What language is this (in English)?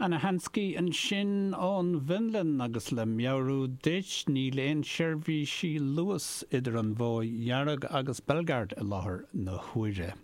Irish